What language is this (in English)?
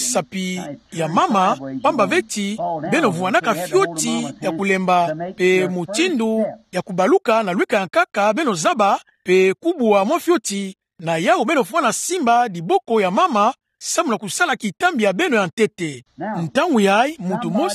Kituba (Democratic Republic of Congo)